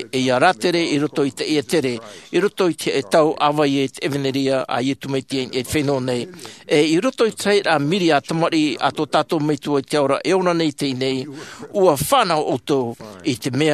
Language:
Tahitian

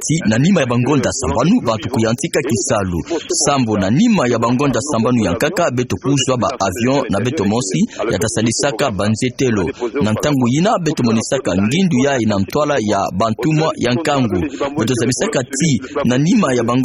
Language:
Kituba (Democratic Republic of Congo)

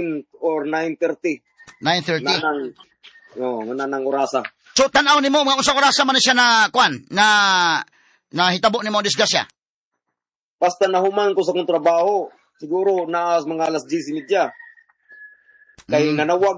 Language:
Cebuano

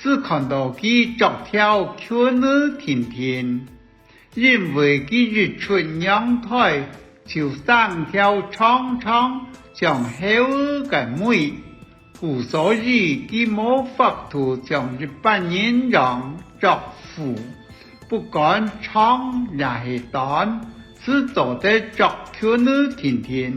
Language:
Hakka Chinese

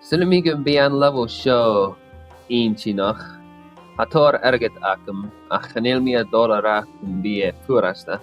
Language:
Scottish Gaelic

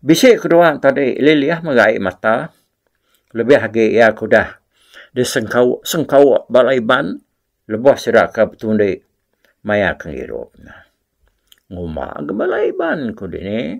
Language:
Iban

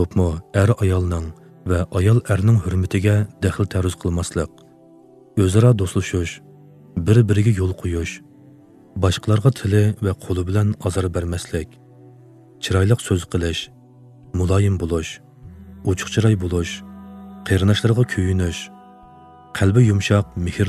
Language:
Uyghur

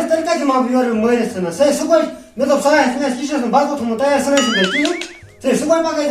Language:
Kashmiri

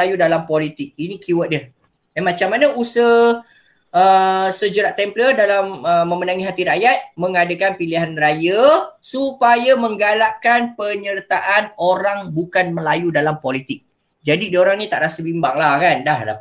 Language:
Malay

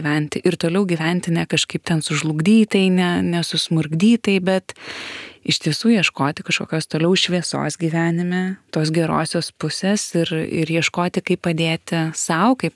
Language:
Lithuanian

